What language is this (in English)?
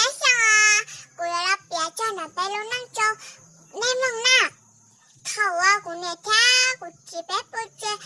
Hmong